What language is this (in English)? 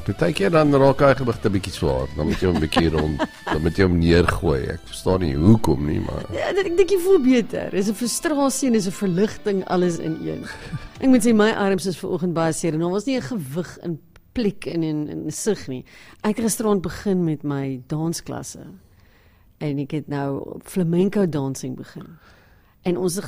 Afrikaans